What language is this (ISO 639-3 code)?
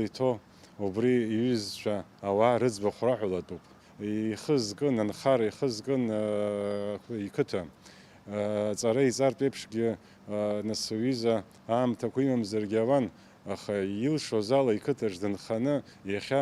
abk